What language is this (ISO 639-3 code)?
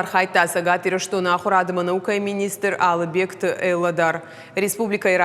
oss